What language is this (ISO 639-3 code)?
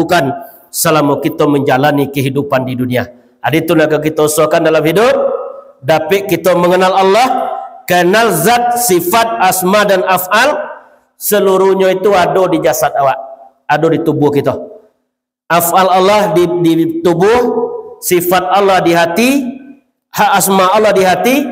min